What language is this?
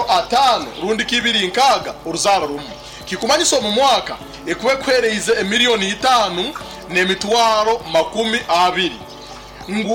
Nyoro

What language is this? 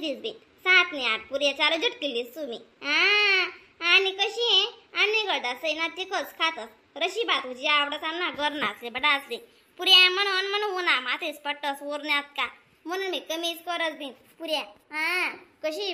Khandesi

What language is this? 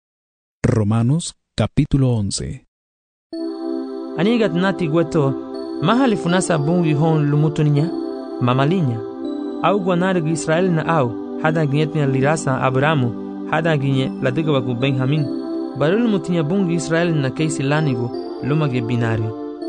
Garifuna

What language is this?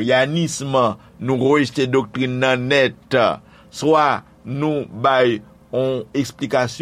Haitian Creole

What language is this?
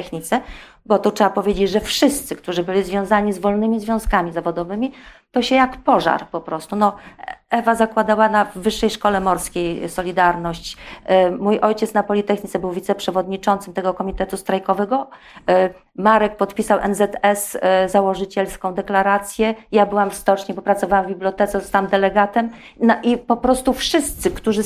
Polish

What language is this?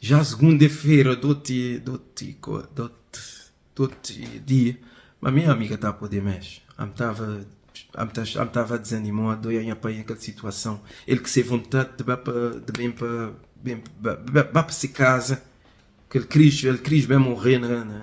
Kabuverdianu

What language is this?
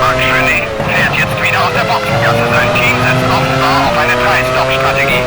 Bavarian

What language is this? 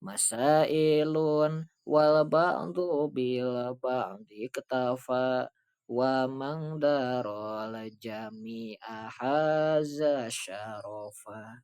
Sundanese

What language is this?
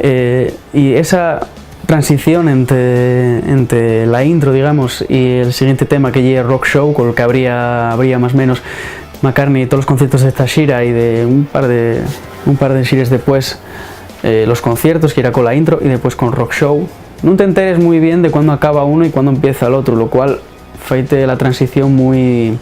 Asturian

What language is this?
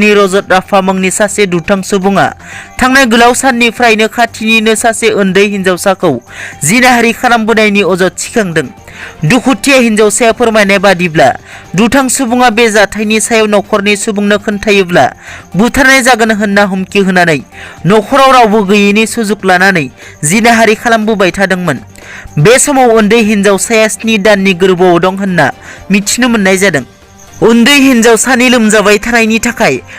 Bodo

